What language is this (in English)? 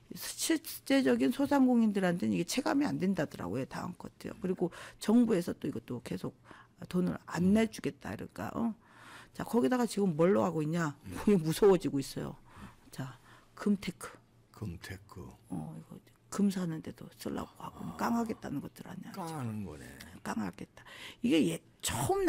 Korean